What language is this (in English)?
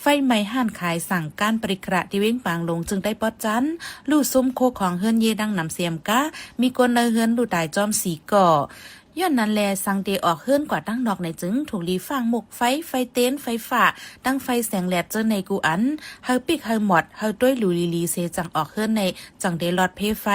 Shan